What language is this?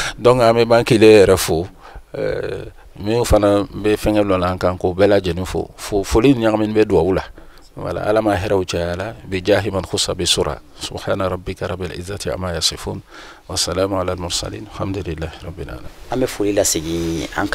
Bambara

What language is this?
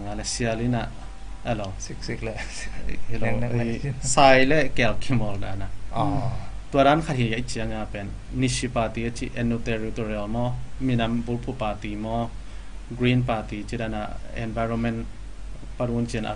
Tedim Chin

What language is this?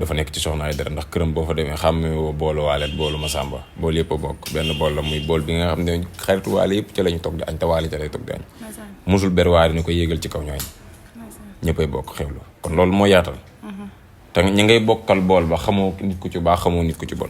Wolof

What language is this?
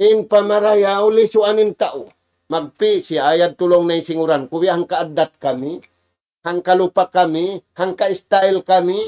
Tausug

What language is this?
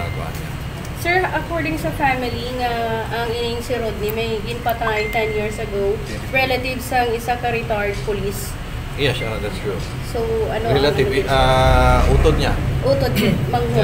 Hiligaynon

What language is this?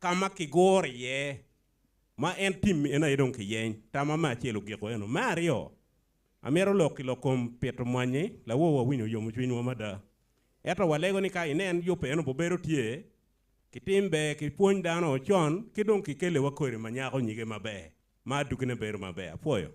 Acoli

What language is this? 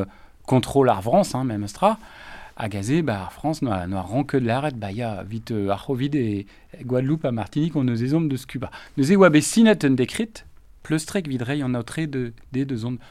Breton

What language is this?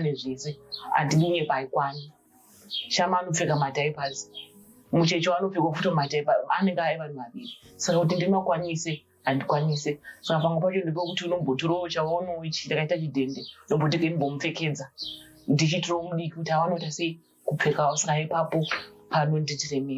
Shona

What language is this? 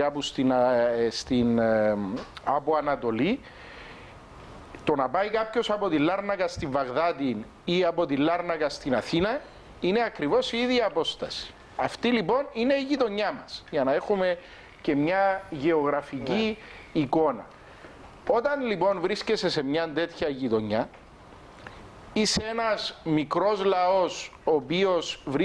Greek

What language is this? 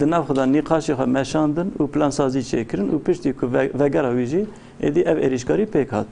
Kurdish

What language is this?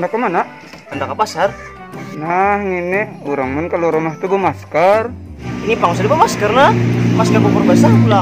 Banjar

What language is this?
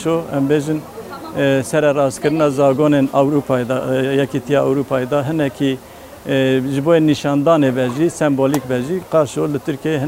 Kurdish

